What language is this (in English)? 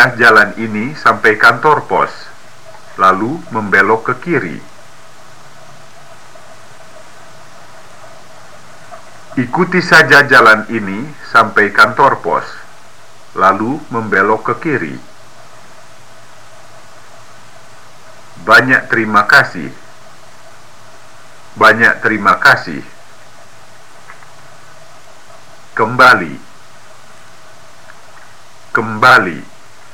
Indonesian